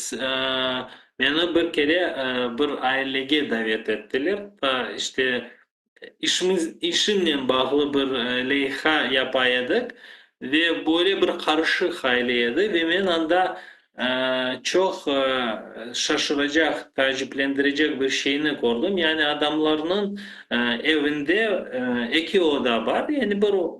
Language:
Crimean Tatar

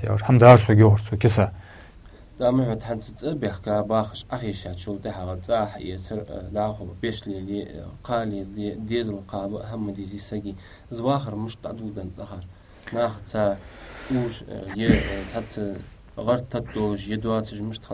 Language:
Ingush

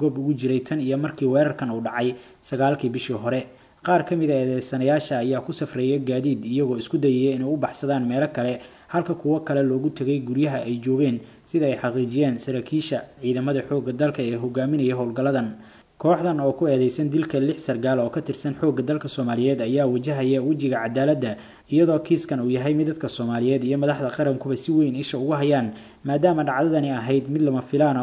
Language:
Somali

